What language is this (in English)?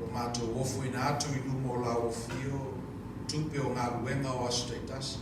Samoan